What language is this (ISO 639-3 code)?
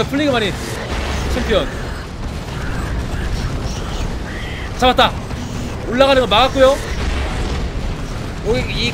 kor